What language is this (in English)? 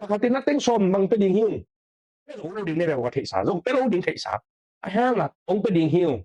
Tedim Chin